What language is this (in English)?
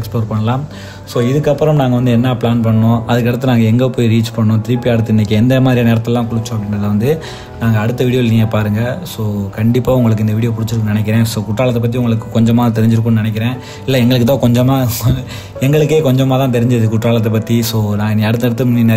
Tamil